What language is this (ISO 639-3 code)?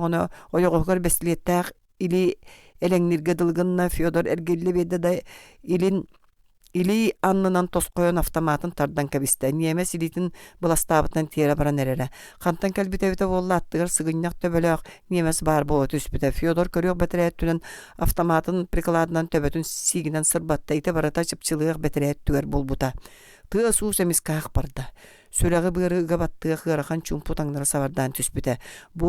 sah